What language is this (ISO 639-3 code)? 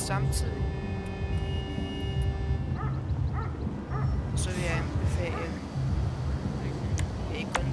dan